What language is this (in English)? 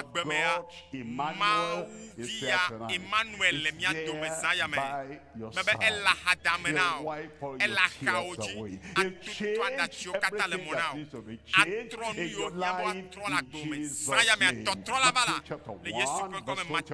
Ewe